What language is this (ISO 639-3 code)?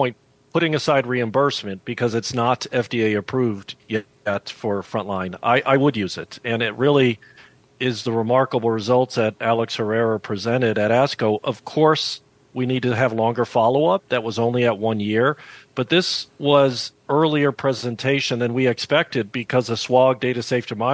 eng